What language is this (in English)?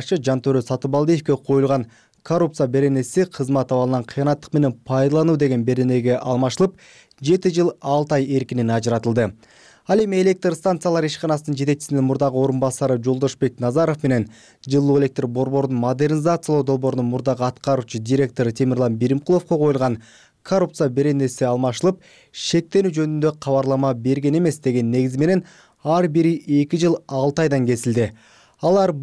Kyrgyz